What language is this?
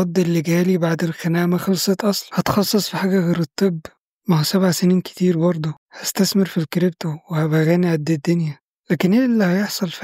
Egyptian Arabic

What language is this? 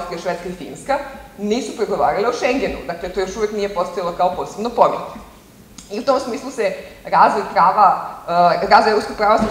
Serbian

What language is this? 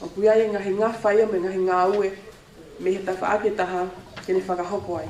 Tongan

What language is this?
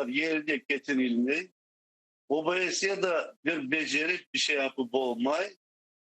Crimean Tatar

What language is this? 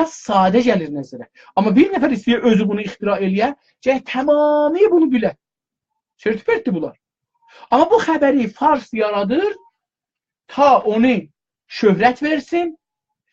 South Azerbaijani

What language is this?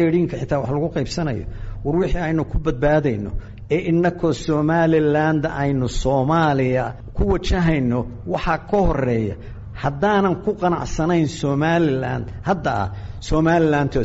Somali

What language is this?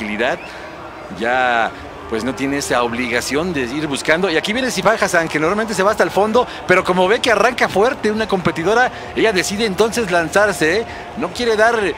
Spanish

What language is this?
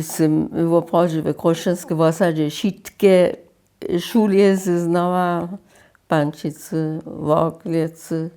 Upper Sorbian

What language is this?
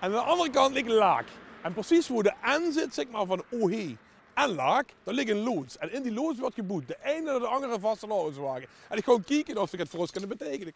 Limburgish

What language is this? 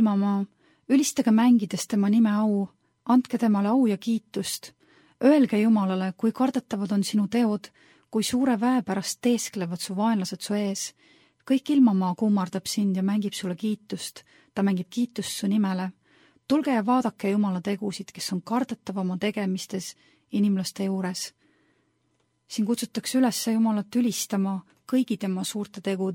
Estonian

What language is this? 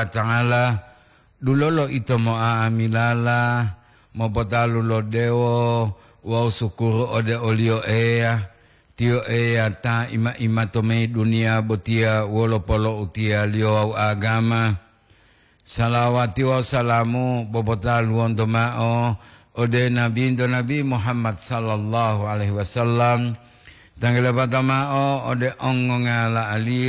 Gorontalo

